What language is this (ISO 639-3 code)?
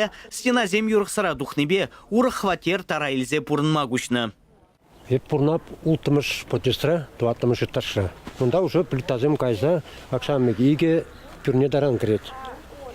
chv